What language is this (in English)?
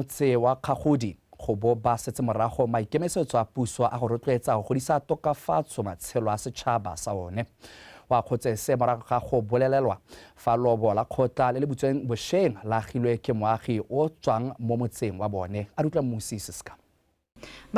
Tswana